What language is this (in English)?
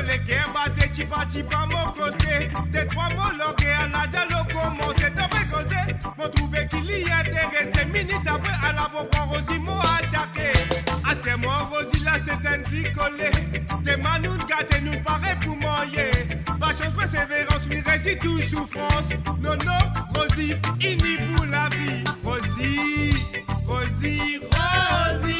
Morisyen